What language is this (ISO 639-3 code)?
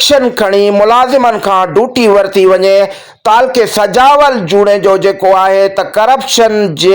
snd